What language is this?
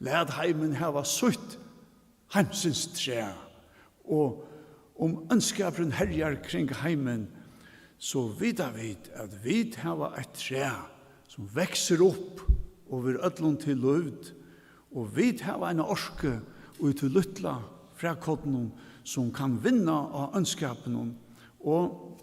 Faroese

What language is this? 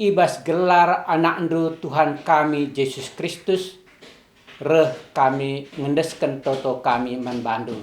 Batak Karo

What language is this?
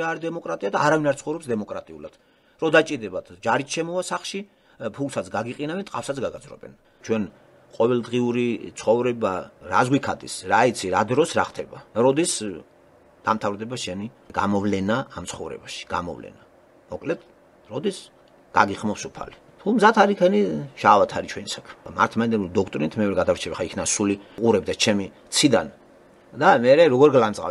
Georgian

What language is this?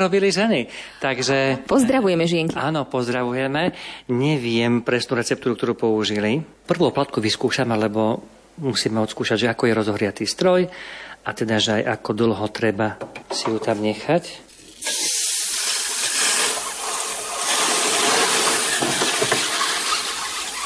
Slovak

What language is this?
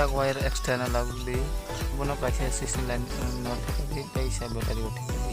Kok Borok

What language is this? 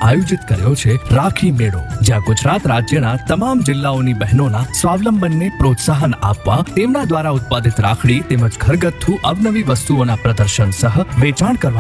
Gujarati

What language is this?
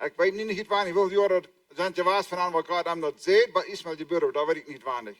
Plautdietsch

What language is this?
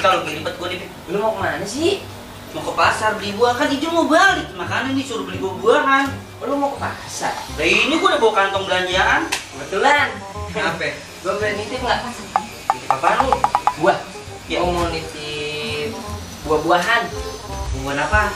Betawi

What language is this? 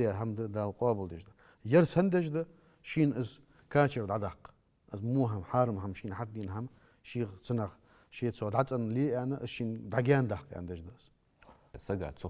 Ingush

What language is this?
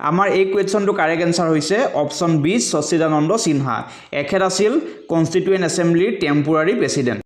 Assamese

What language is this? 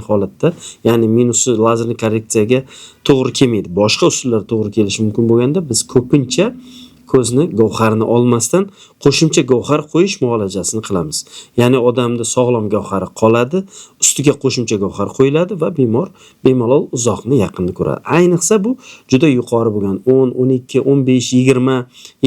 Uzbek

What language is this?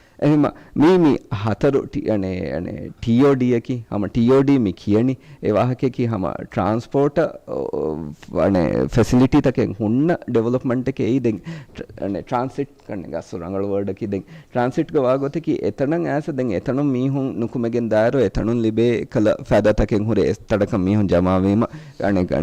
Divehi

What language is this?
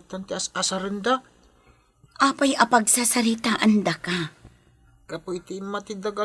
Iloko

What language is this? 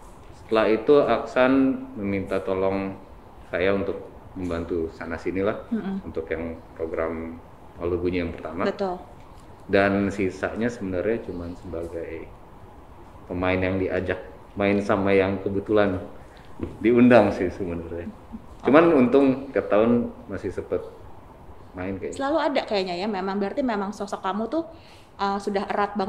Indonesian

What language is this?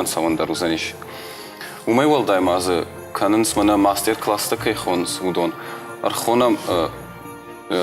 Ossetic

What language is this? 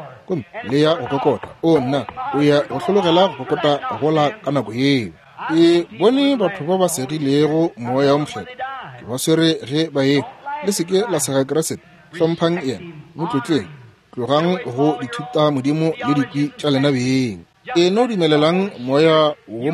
Northern Sotho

